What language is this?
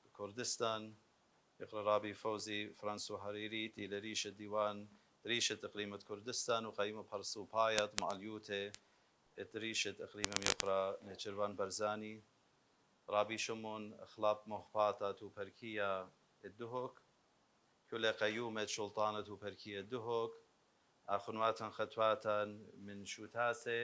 Assyrian Neo-Aramaic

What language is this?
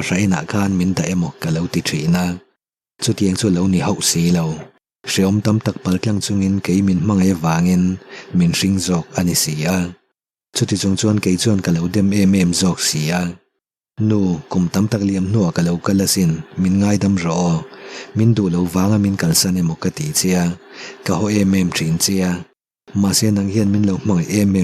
Mizo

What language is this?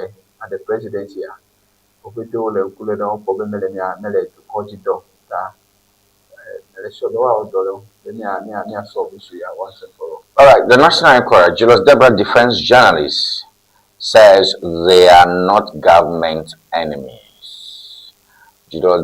Ewe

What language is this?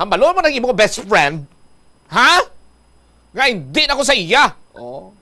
Hiligaynon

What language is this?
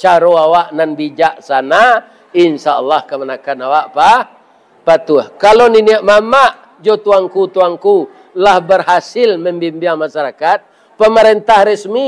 Minangkabau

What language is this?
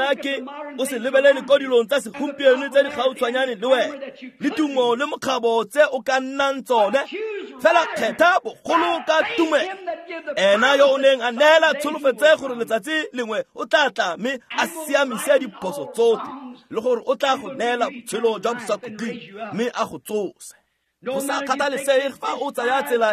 Tswana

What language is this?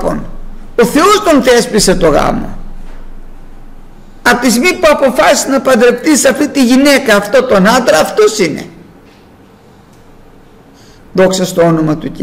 Greek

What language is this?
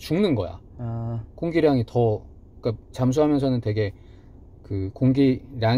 Korean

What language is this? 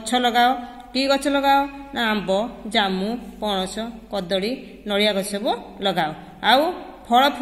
Odia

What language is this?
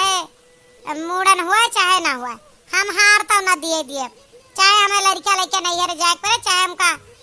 Awadhi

